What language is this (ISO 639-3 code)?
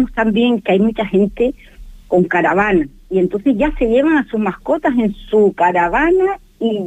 spa